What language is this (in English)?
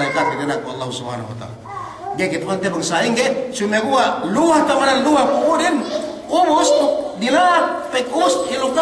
Yakan